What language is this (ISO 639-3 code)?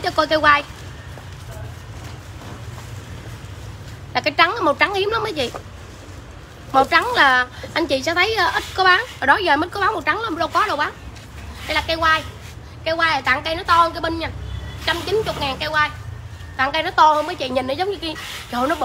vie